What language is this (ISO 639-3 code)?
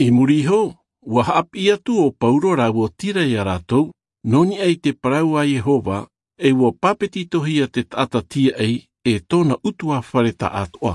tah